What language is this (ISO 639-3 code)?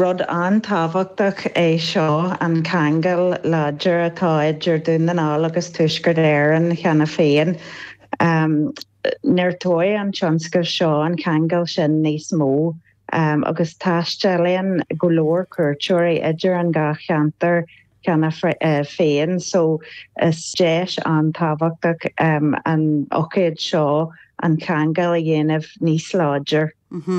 gle